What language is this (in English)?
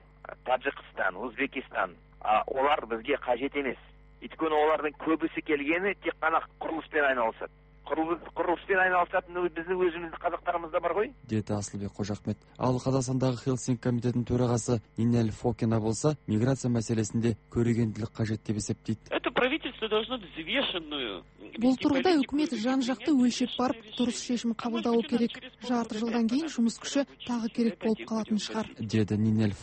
Kazakh